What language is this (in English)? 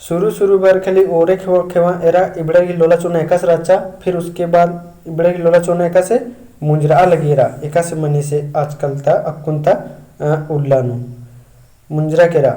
Kurukh